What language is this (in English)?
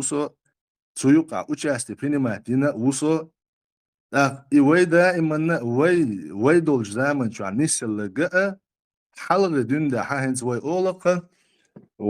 Chechen